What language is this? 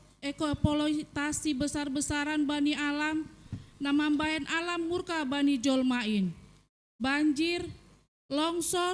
Batak Simalungun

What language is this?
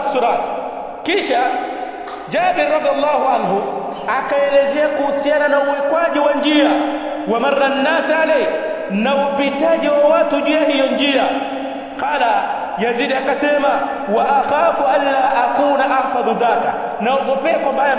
Swahili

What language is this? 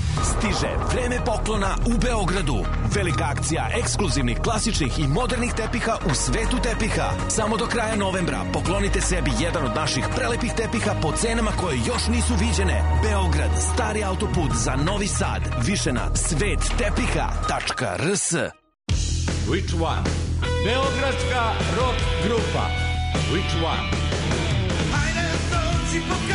Serbian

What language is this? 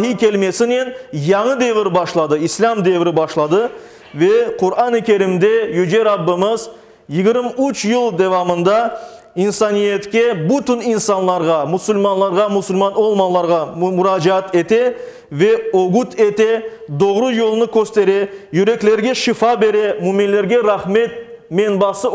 Crimean Tatar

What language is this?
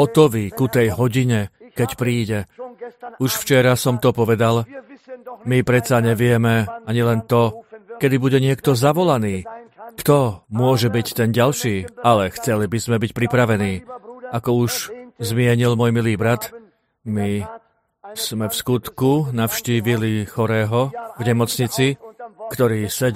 Slovak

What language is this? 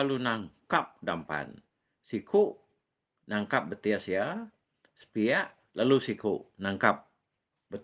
Iban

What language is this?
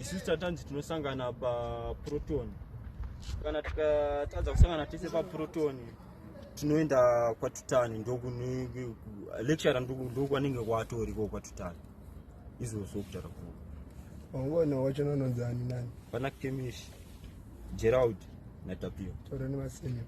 Shona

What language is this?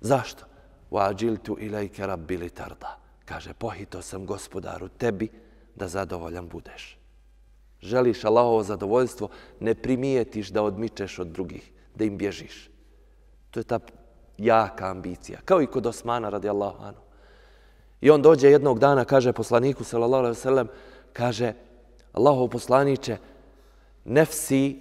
Bosnian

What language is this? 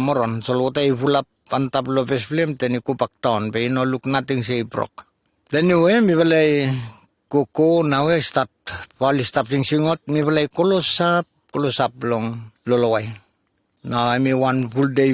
Bislama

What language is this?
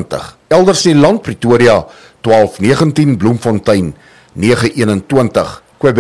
Afrikaans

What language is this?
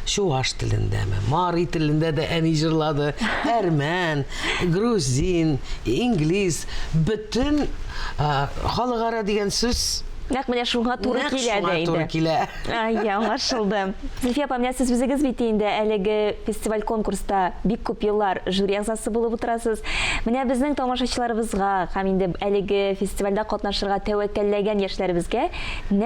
Tatar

